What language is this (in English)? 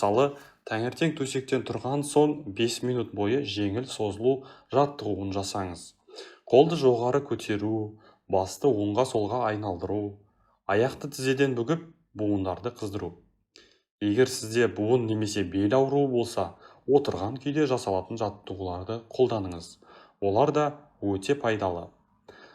Kazakh